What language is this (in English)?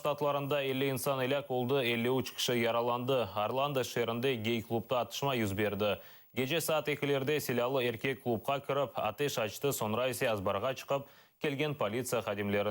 Crimean Tatar